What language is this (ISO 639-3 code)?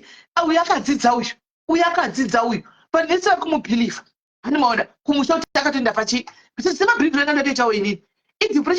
sna